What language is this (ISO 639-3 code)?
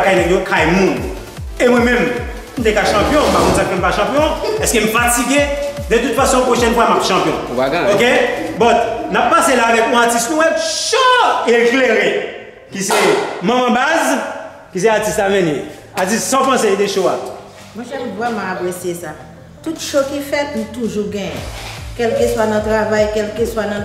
hat